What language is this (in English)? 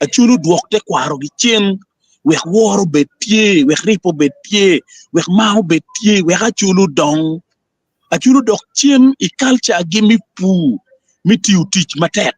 Acoli